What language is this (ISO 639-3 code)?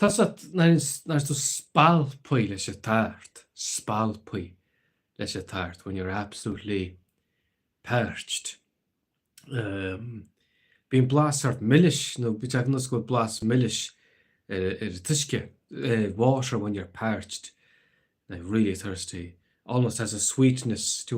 gle